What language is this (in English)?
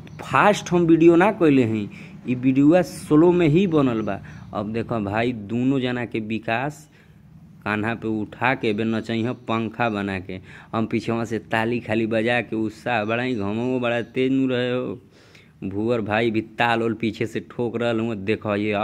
Bhojpuri